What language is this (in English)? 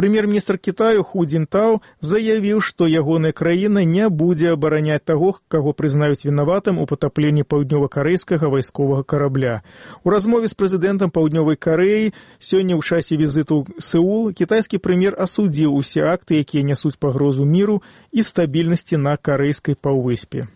Belarusian